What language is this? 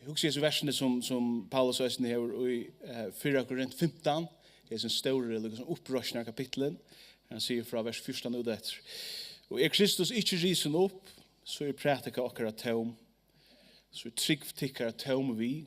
Faroese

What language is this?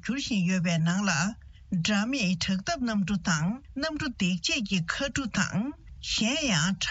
Tibetan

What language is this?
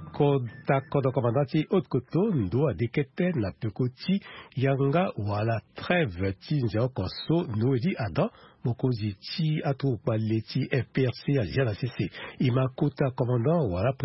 Sango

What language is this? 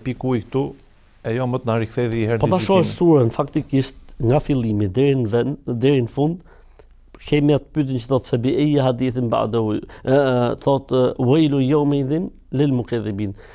Albanian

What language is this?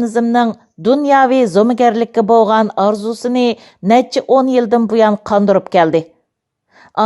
Uyghur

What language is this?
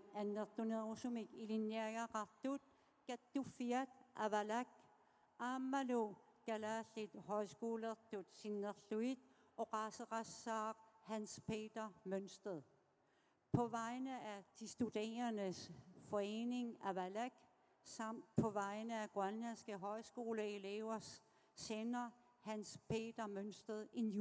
Kalaallisut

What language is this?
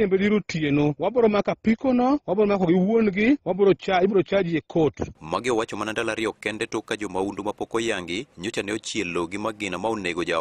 Luo (Kenya and Tanzania)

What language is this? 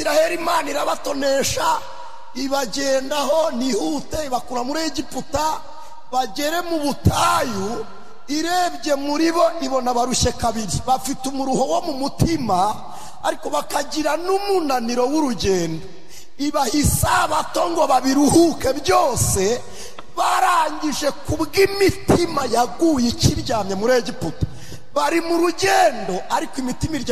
Kinyarwanda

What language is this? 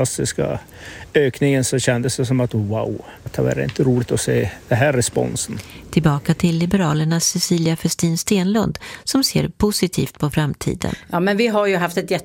Swedish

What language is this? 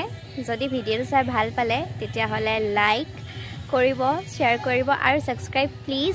Assamese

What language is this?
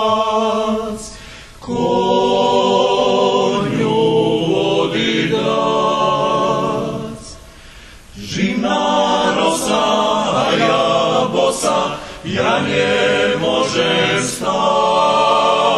Rusyn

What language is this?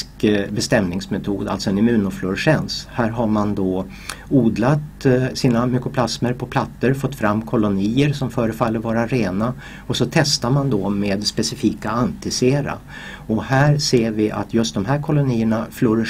Swedish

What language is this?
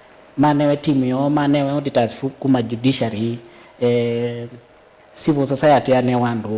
Kamba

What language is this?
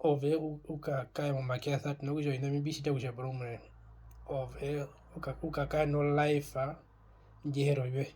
Herero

